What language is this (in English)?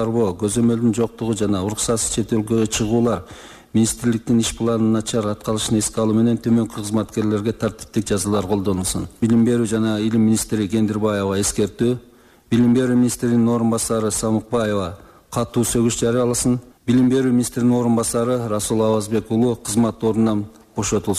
Kyrgyz